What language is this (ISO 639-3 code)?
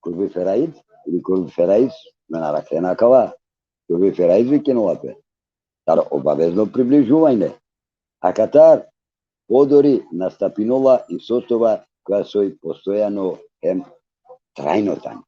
rmn